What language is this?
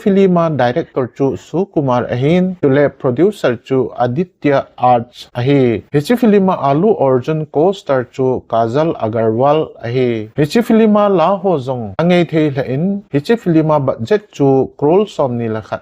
Thado Chin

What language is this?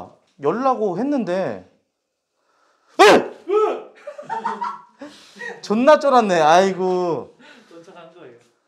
Korean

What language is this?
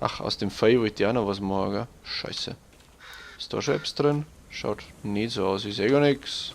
Bavarian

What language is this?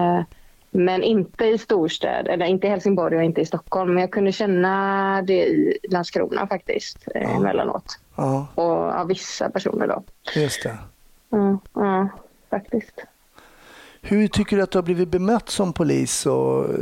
Swedish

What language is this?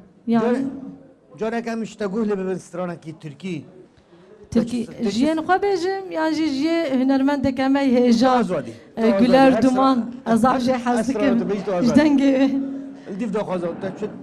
Kurdish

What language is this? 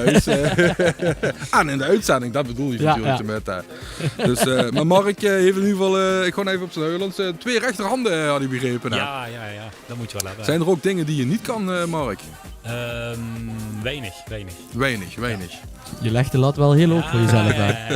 Limburgish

